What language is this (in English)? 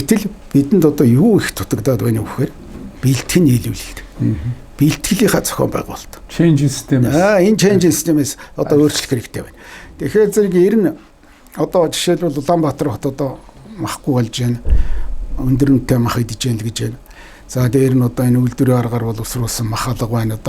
Mongolian